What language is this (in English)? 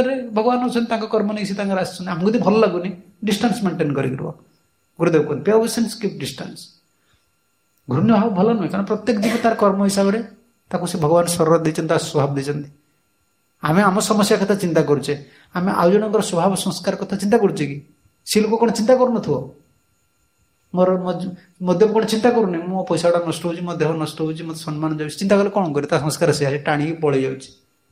Odia